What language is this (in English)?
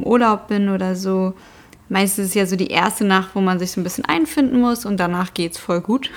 German